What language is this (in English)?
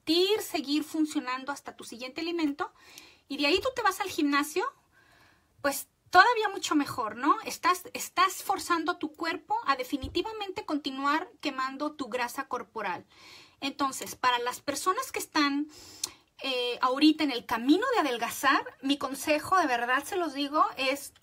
Spanish